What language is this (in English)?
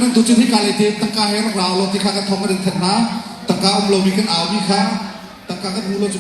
Hakha Chin